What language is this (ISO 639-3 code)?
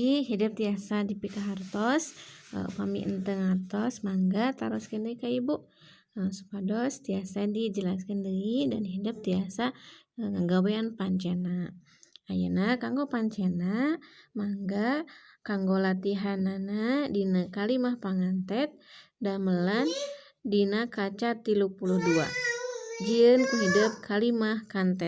sun